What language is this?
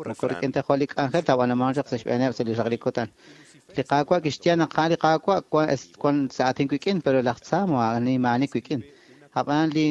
Kekchí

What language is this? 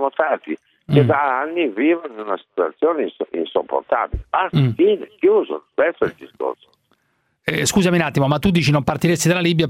Italian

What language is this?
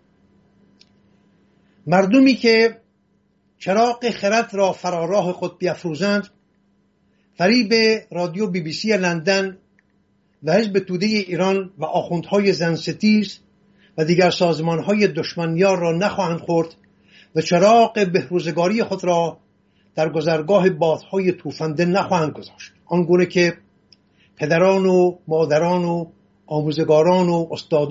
Persian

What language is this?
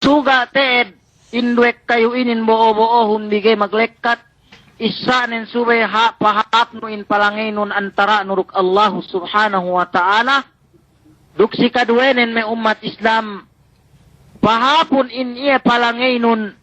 Yakan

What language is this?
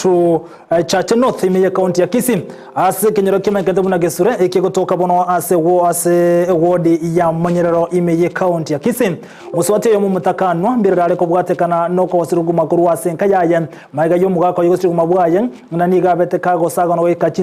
Gusii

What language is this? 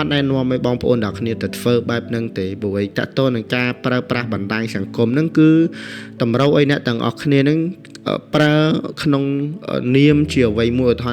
Khmer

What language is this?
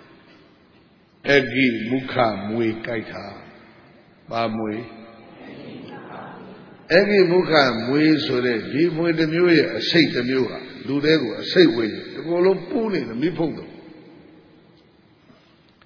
Burmese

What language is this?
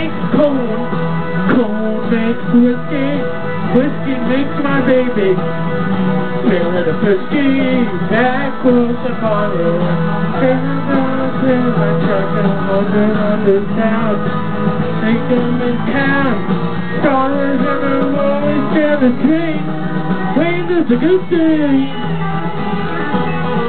English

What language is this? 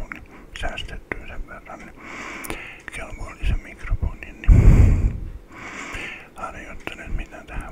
Finnish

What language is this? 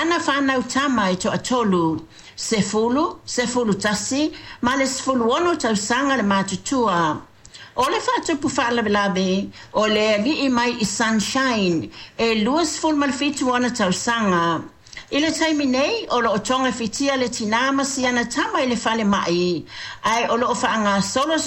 Samoan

